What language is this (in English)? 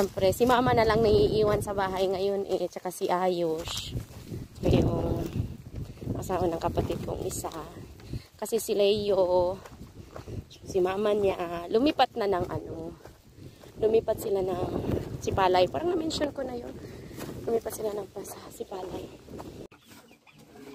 Filipino